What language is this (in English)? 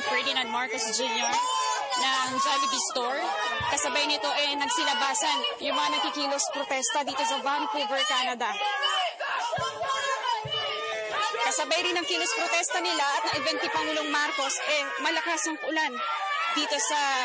Filipino